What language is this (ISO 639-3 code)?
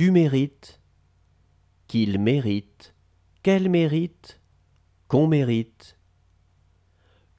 fra